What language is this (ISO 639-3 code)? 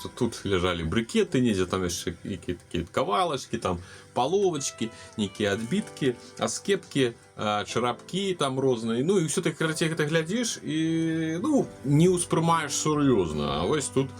bel